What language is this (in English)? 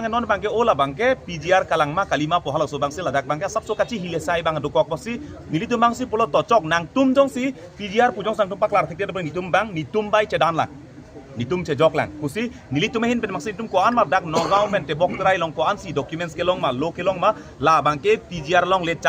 Karbi